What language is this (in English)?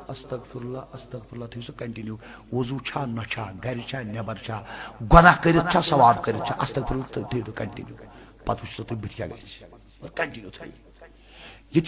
Kashmiri